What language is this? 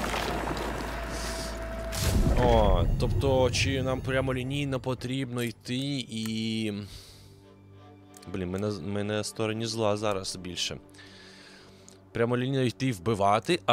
Ukrainian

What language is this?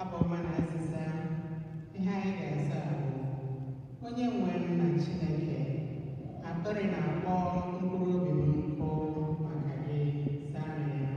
Igbo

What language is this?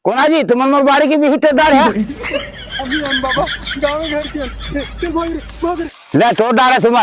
Chhattisgarhi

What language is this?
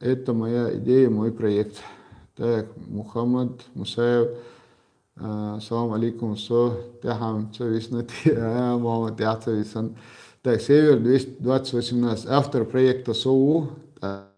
Chechen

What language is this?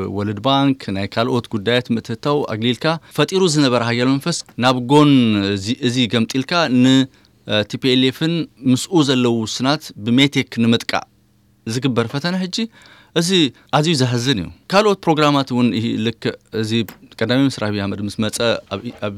Tigrinya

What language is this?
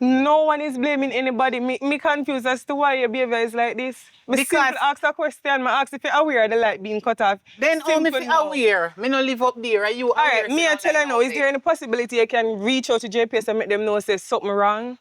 Jamaican Creole English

